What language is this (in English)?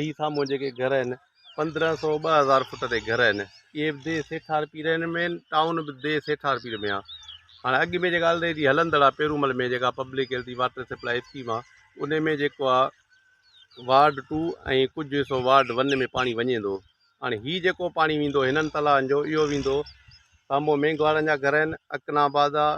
Sindhi